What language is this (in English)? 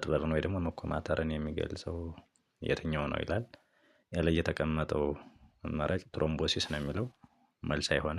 Amharic